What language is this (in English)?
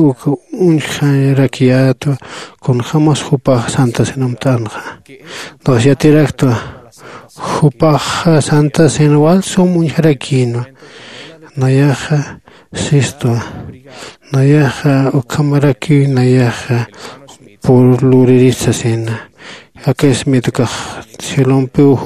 Aymara